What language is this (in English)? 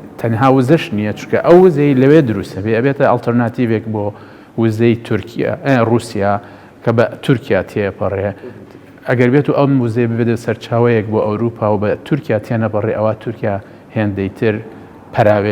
Central Kurdish